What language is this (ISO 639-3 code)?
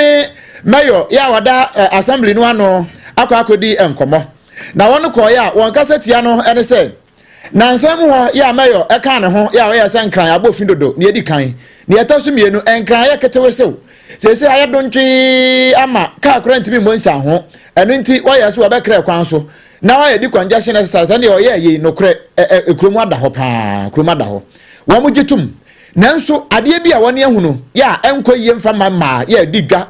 aka